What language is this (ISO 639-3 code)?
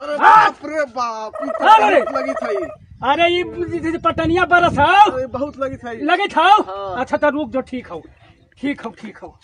mag